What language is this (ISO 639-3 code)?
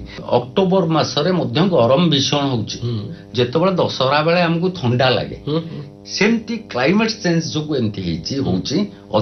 ori